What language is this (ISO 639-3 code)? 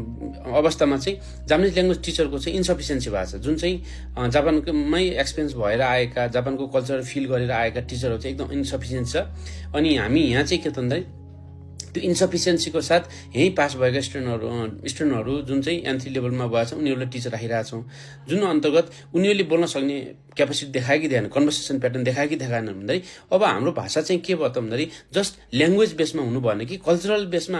nep